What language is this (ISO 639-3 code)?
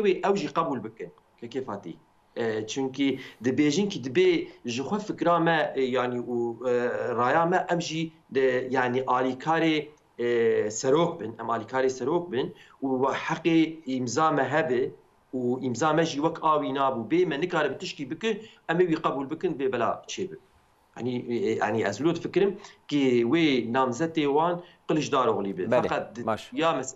kur